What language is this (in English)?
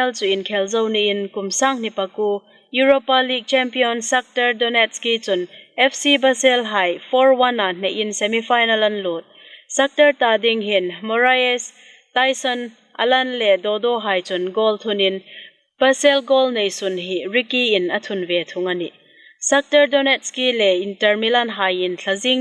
Hmar